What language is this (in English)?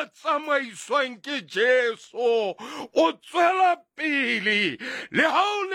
Southern Sotho